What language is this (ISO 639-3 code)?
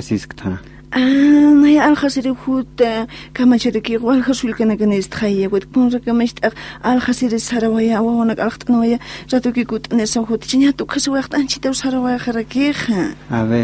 aym